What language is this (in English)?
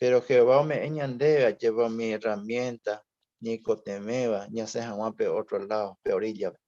Guarani